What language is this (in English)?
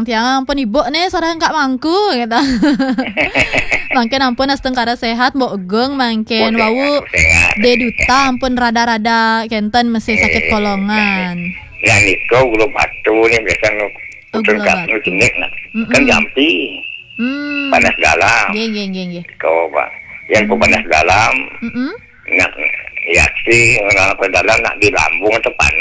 Balinese